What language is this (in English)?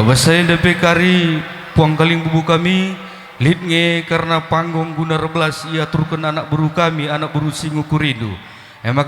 Batak Karo